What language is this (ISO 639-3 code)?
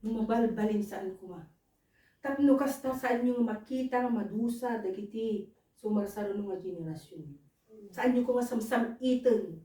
ilo